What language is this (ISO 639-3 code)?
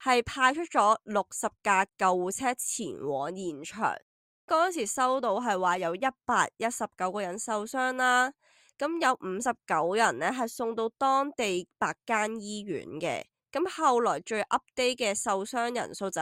yue